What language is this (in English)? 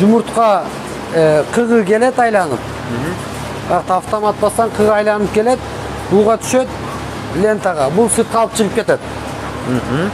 Kyrgyz